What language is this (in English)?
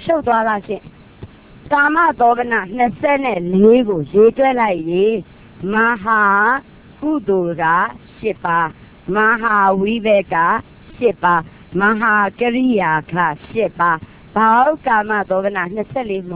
Burmese